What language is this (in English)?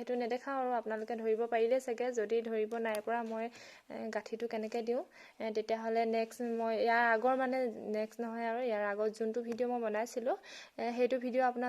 Assamese